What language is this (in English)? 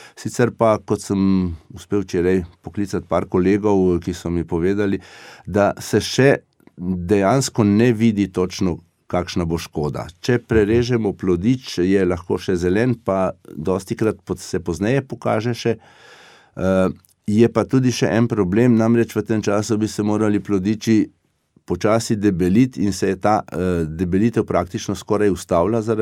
Slovenian